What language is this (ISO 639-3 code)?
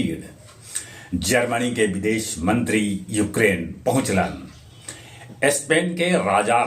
mag